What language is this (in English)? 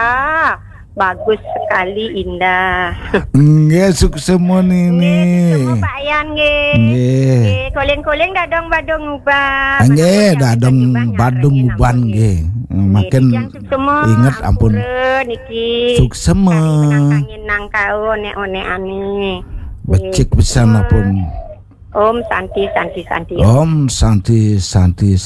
Balinese